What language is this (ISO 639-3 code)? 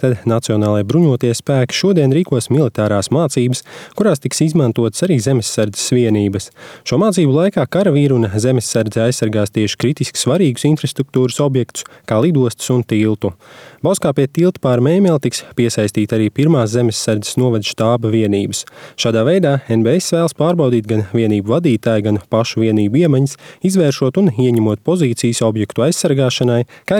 lav